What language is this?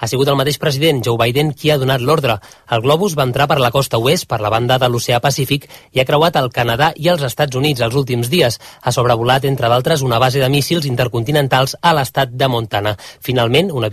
Catalan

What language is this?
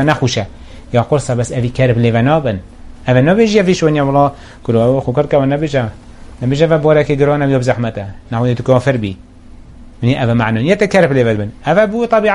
Kurdish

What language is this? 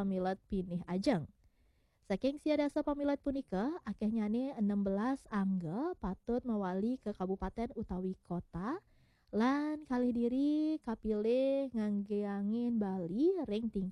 Balinese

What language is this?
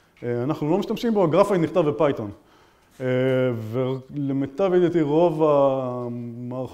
Hebrew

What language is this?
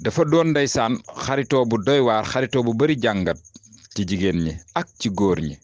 Wolof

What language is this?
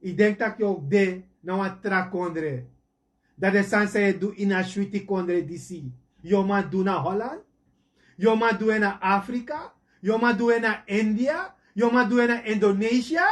Sranan Tongo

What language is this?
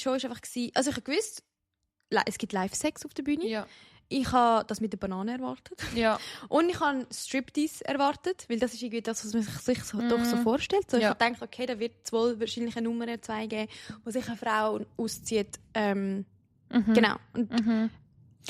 Swiss German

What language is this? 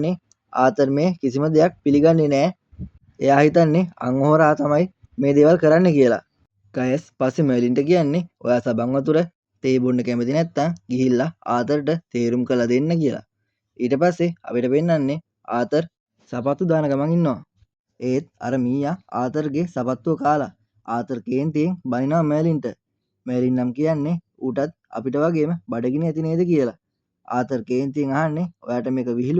Sinhala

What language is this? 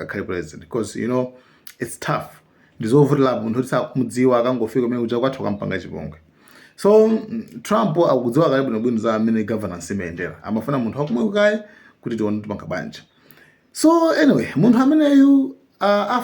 Nyanja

